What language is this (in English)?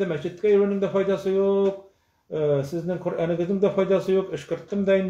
Tatar